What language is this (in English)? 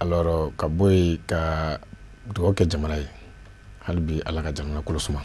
Bambara